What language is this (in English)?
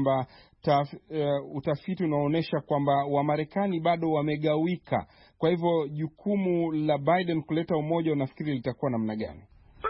Swahili